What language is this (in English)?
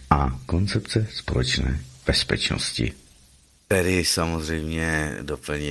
Czech